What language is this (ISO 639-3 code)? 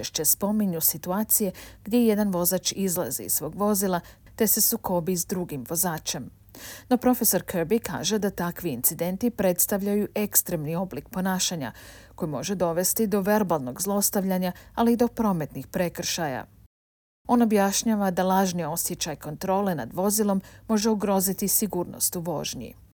hrv